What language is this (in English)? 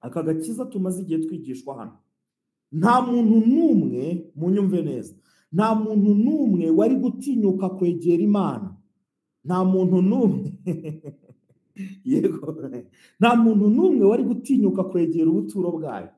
Kinyarwanda